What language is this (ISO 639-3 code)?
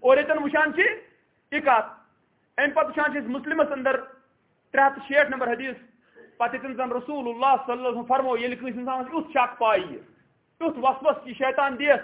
kas